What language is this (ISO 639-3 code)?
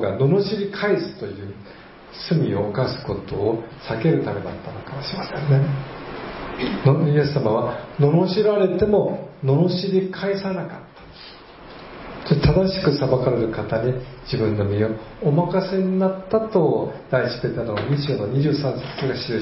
jpn